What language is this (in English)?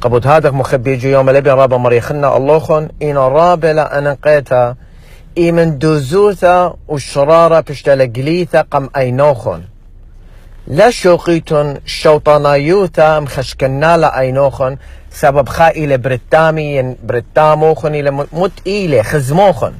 Assyrian Neo-Aramaic